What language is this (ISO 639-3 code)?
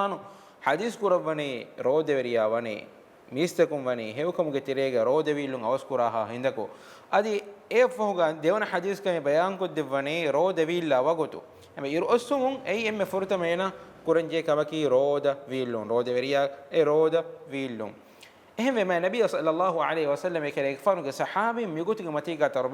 div